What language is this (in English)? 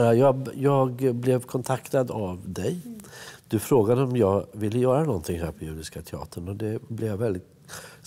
Swedish